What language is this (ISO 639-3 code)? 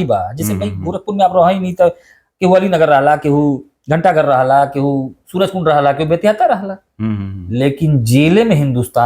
bho